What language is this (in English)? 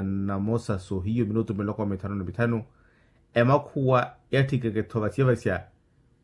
Makhuwa